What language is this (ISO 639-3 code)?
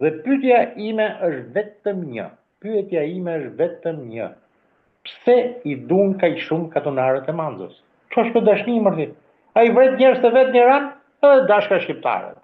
sqi